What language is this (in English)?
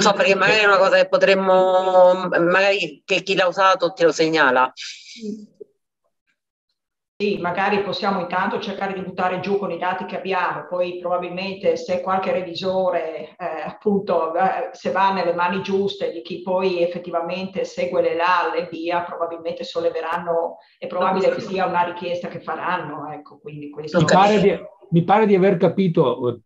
Italian